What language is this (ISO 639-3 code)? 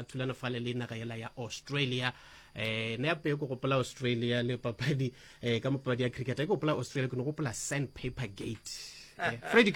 nso